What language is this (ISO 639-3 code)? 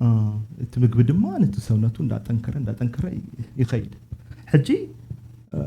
tir